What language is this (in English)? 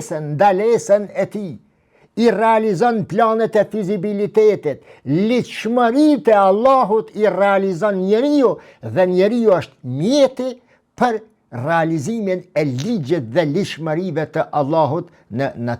Albanian